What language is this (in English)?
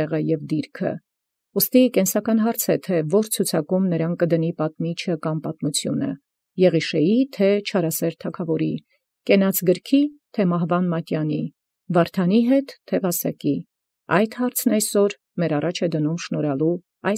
Armenian